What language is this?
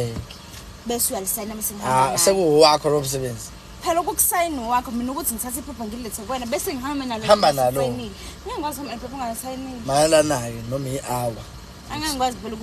Zulu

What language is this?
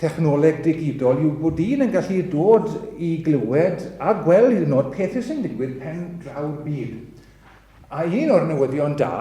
Welsh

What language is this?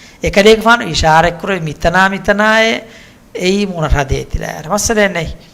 Divehi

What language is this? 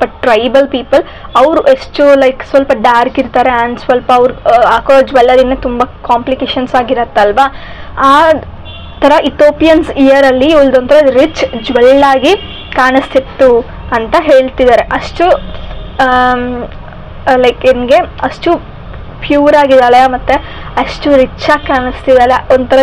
Kannada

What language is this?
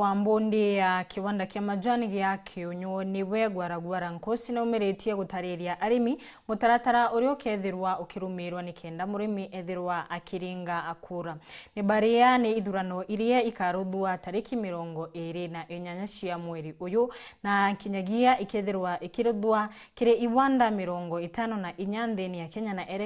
Meru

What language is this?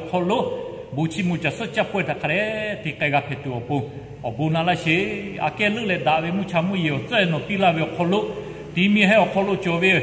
Lahu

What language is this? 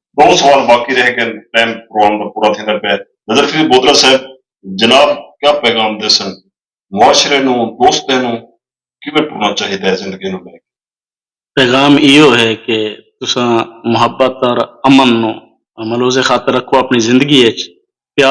Saraiki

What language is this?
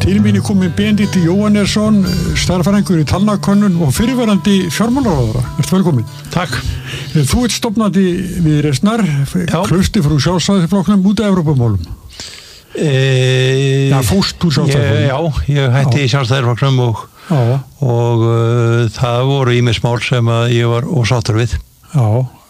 Icelandic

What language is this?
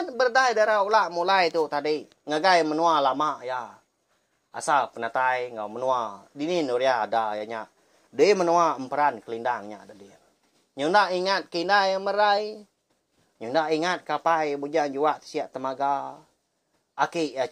Iban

